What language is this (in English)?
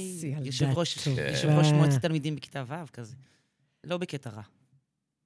Hebrew